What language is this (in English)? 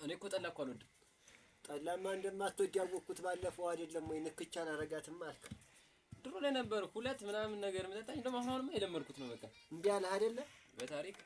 Amharic